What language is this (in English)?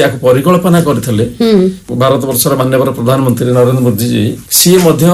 Odia